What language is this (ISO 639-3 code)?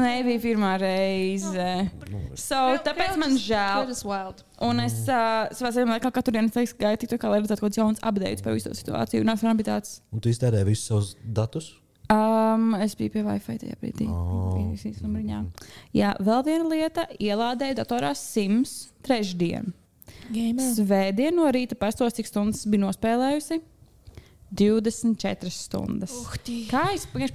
lav